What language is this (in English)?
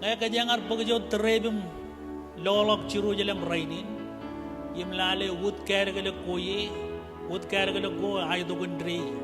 Marshallese